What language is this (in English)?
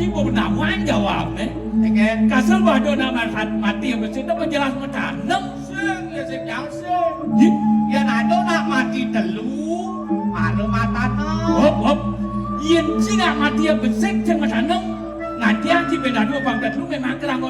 Balinese